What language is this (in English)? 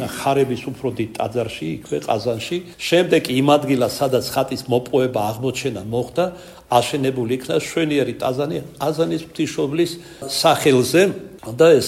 Georgian